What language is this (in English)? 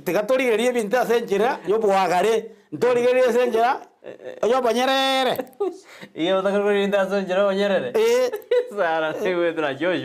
Gusii